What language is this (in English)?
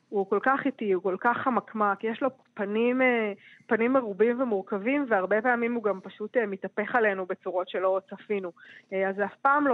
Hebrew